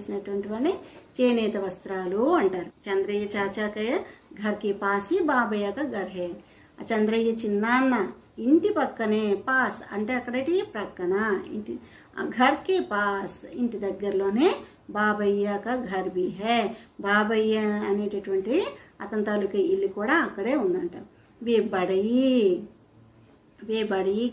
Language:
Telugu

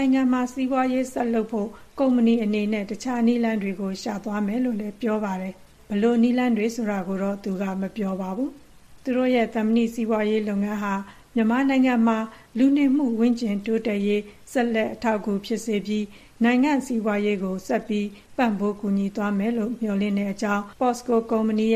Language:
Burmese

